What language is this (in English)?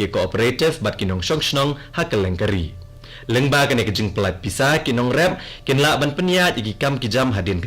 Khasi